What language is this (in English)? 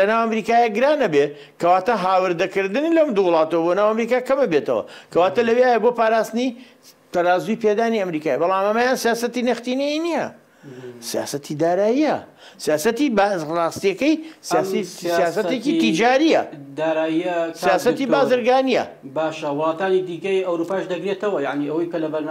Central Kurdish